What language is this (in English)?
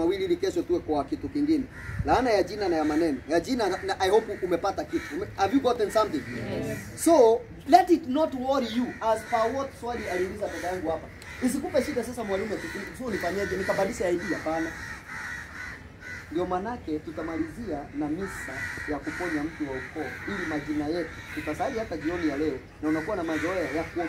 Swahili